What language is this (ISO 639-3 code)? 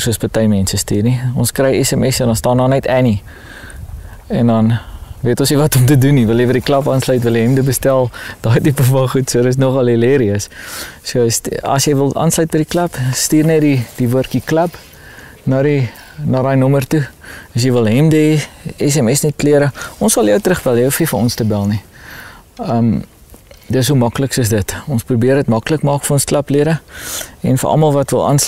afr